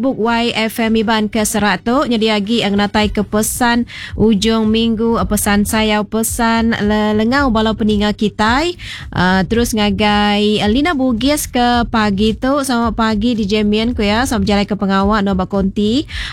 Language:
Iban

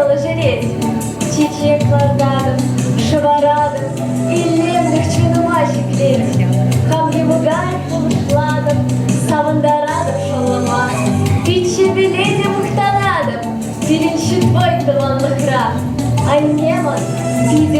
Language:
Chuvash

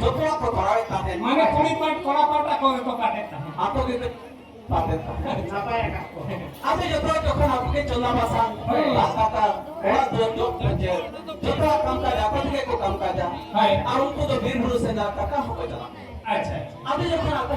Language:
Santali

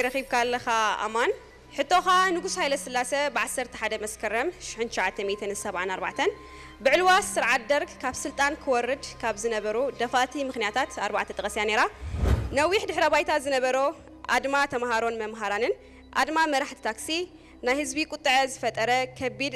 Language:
Tigrinya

